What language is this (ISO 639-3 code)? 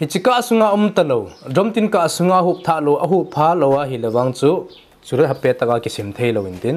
tcz